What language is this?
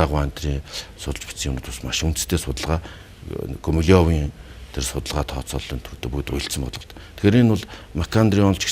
Mongolian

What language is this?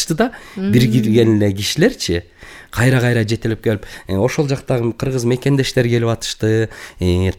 Kyrgyz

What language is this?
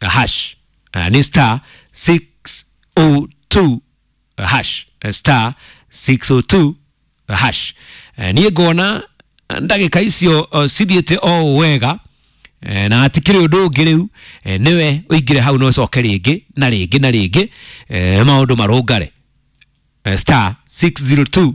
Kikuyu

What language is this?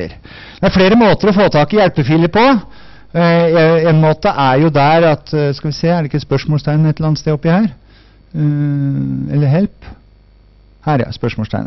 Norwegian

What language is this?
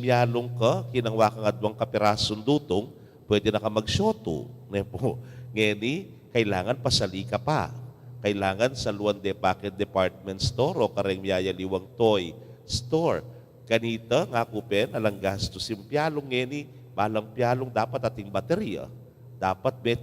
Pampanga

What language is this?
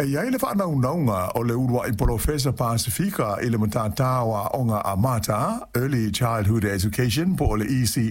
Samoan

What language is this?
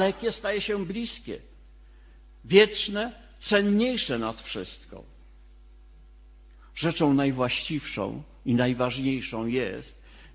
Polish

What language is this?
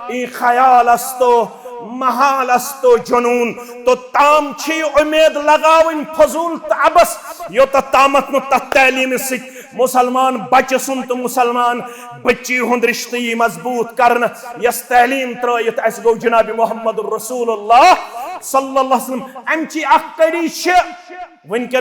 Kashmiri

